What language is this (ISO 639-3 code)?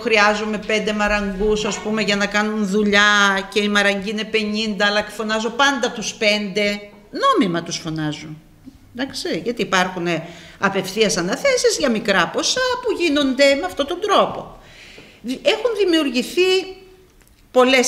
ell